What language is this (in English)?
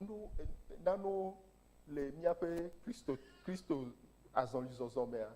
Ewe